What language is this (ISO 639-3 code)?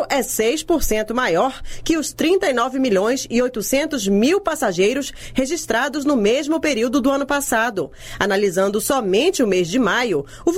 por